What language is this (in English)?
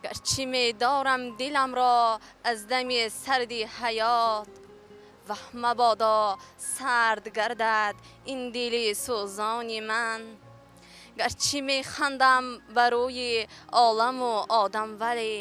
Tajik